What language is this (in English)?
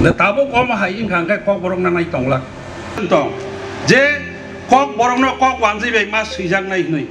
Kok Borok